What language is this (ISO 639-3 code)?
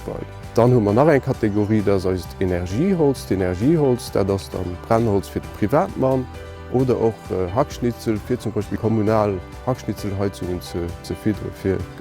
ltz